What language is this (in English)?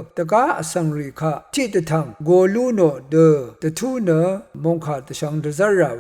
Rawang